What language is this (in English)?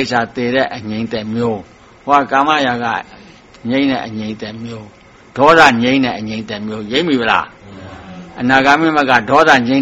Burmese